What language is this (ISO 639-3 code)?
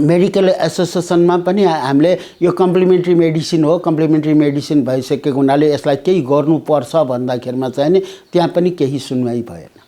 nep